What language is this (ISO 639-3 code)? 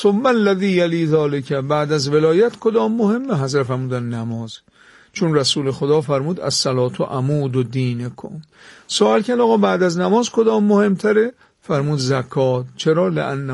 fas